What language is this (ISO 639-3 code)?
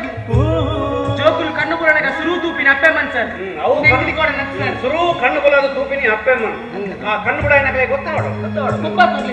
tcy